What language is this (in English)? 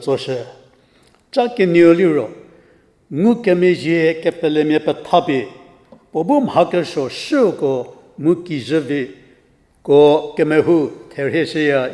Angami Naga